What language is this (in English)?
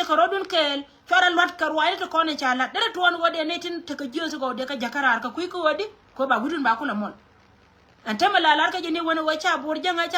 Nuer